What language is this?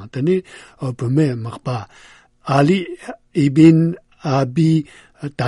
Malagasy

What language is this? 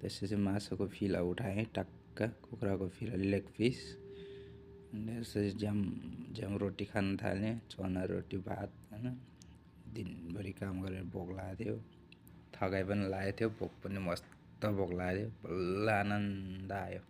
Nepali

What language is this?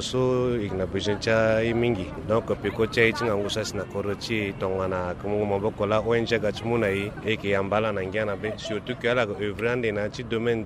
Sango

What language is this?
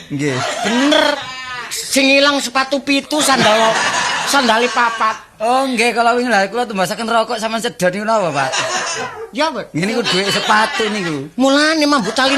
Javanese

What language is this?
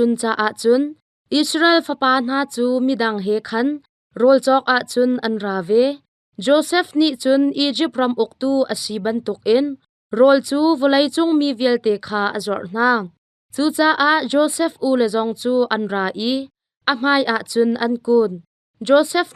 Hakha Chin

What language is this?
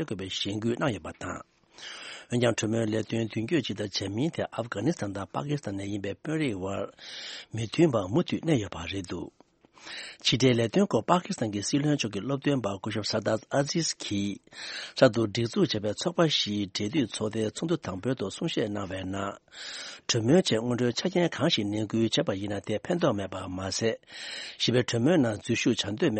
Tibetan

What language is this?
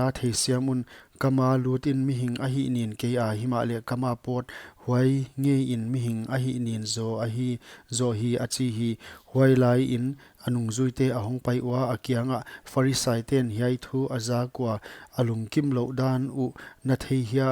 Paite Chin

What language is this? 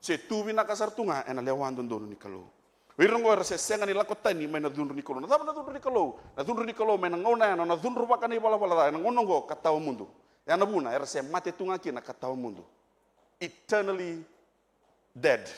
Fijian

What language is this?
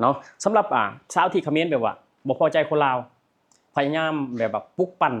Lao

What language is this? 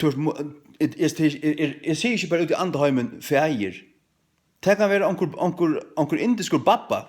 Faroese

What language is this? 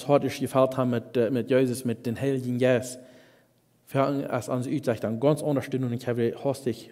Plautdietsch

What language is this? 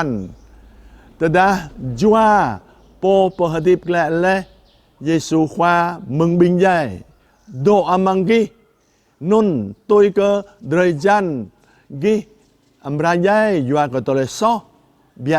Jarai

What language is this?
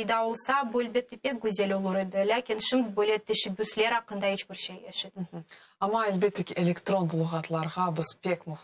Crimean Tatar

